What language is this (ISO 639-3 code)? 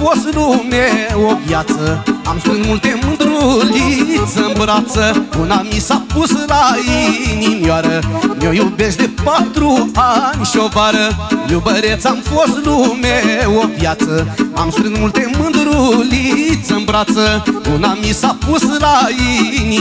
ron